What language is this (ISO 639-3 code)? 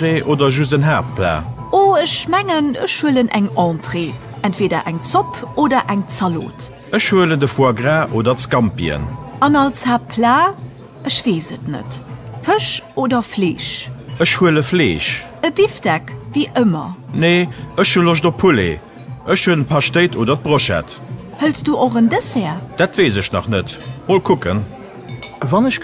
ltz